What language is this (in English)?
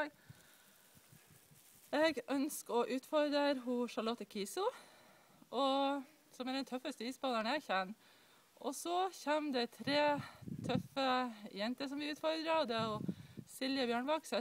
Norwegian